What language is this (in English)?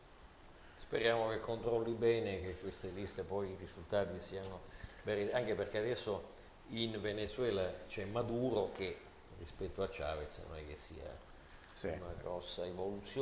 Italian